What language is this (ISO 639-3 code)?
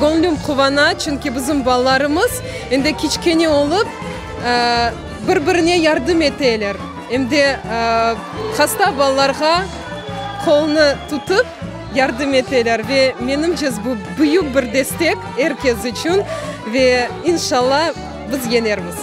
crh